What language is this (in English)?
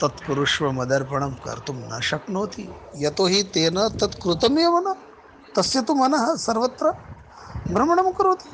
Sanskrit